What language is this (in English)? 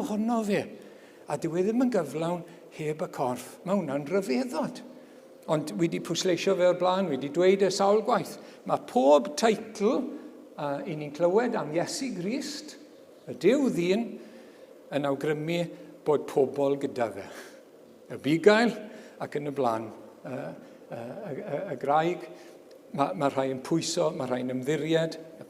Welsh